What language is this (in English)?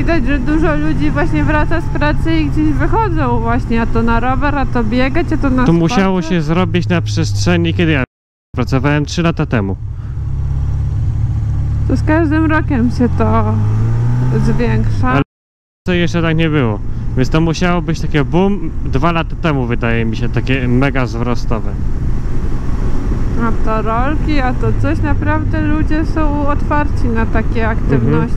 Polish